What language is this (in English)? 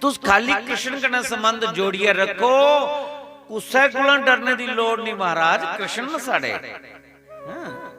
Dogri